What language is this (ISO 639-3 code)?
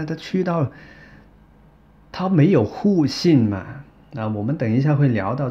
zho